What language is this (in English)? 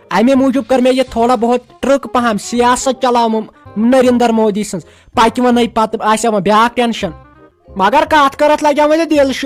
Kashmiri